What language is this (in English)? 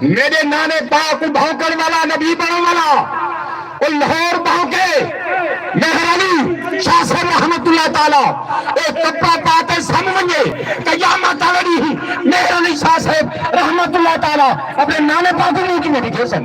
Saraiki